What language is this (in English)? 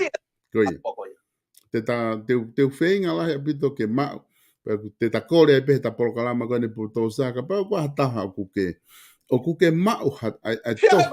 Tongan